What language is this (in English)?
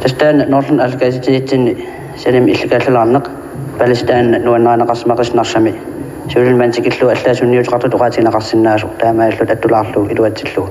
Kalaallisut